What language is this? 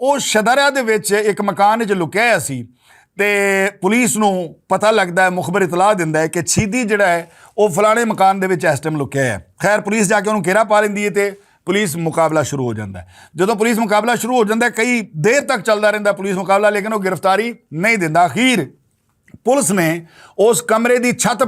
Western Panjabi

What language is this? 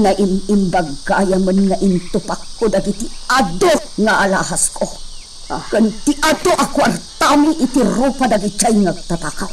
Iloko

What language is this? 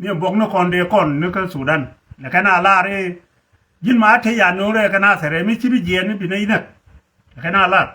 Nuer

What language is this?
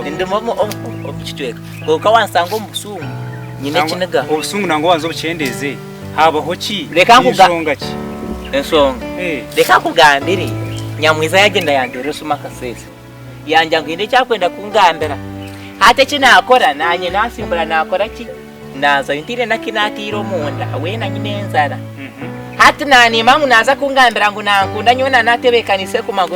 Nyankole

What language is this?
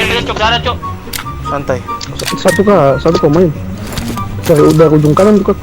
Ambonese Malay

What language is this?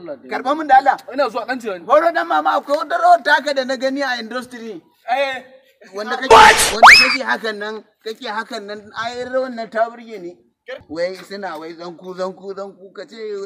Hausa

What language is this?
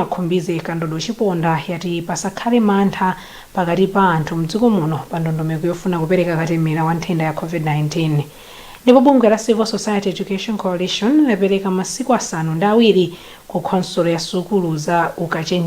Nyanja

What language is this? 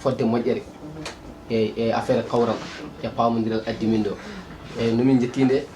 Fula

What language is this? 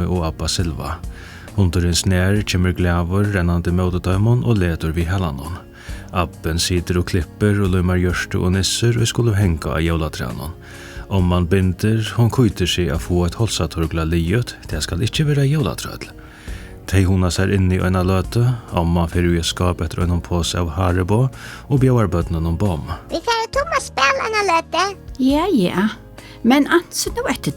Faroese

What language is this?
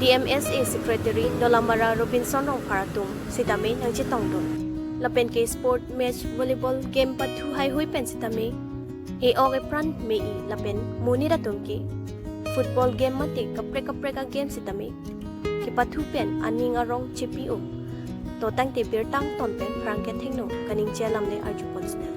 Karbi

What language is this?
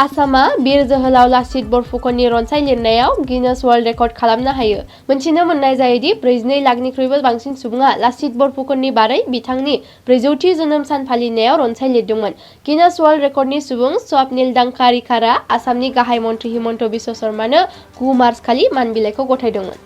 Bodo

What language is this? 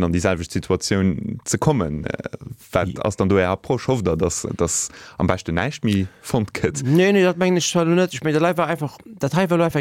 Luxembourgish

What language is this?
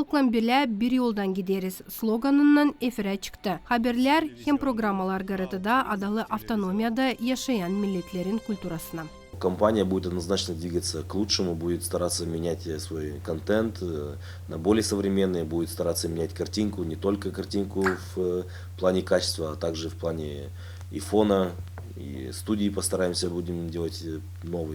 Gagauz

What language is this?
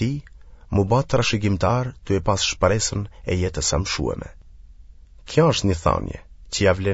Albanian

